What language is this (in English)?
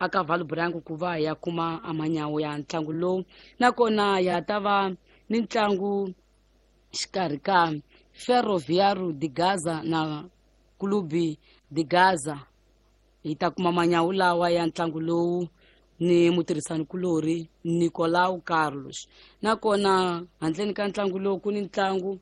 Tsonga